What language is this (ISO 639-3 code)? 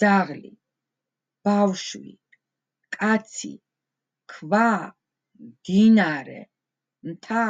kat